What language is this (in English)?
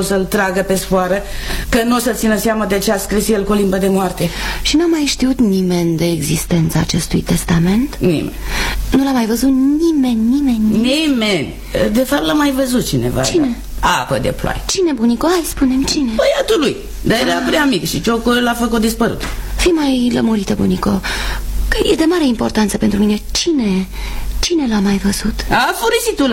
Romanian